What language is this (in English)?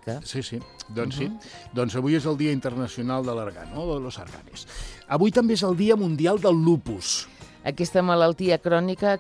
Catalan